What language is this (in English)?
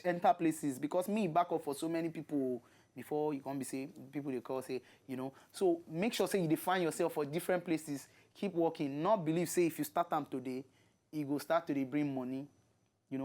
Nigerian Pidgin